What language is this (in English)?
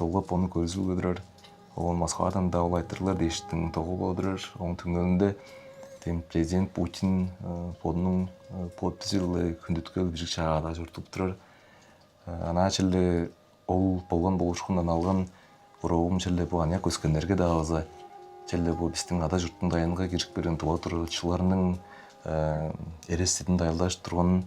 Tuvinian